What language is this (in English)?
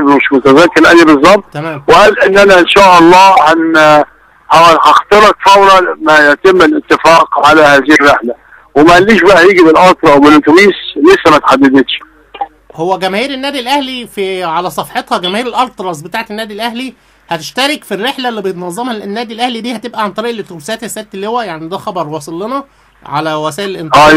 Egyptian Arabic